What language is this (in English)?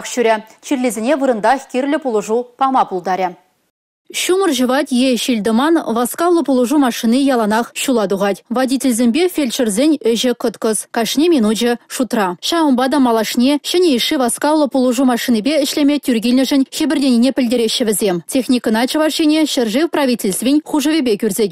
Chuvash